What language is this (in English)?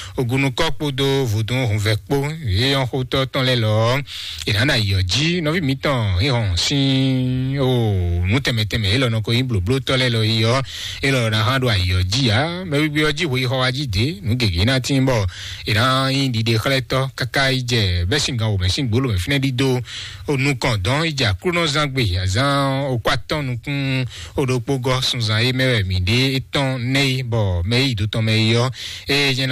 Fon